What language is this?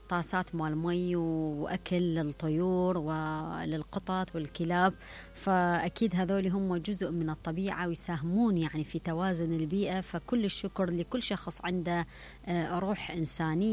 Mesopotamian Arabic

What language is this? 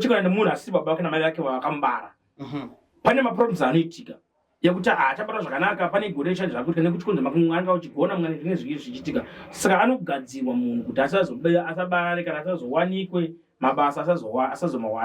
Shona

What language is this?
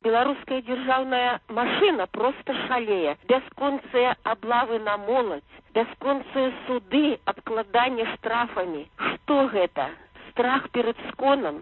Belarusian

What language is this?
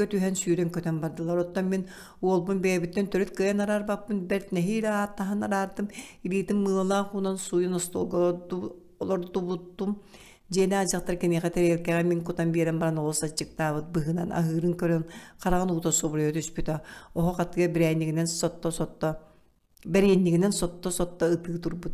Yakut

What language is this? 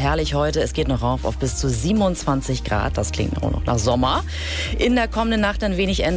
German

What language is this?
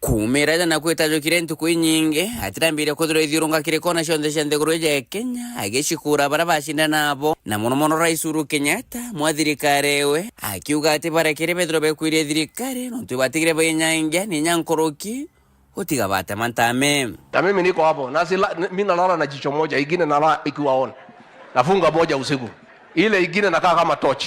Meru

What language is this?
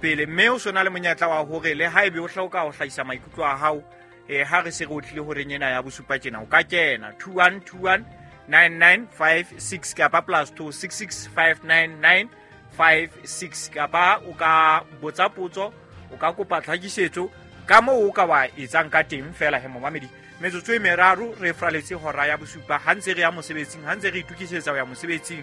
Southern Sotho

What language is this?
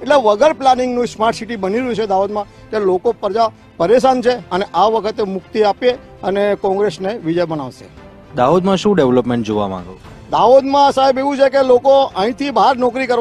Gujarati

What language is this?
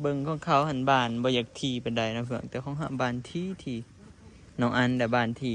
Northeastern Thai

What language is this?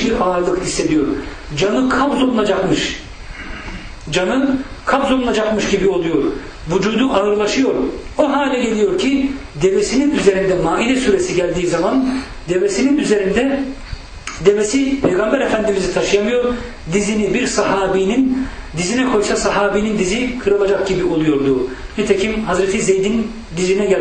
Turkish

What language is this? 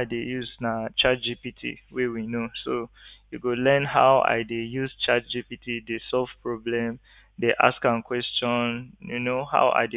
Nigerian Pidgin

